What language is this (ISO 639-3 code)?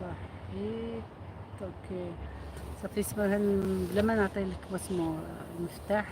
arq